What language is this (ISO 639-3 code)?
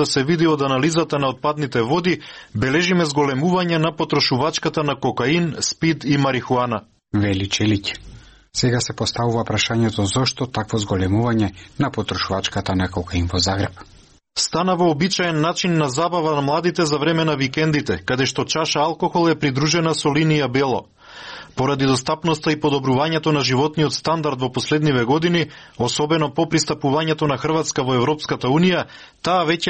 mkd